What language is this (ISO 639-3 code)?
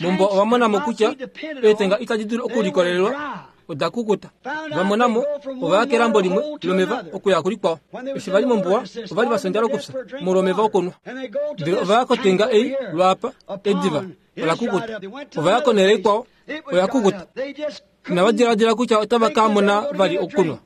kua